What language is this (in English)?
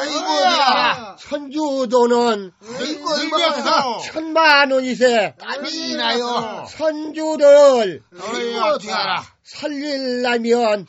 Korean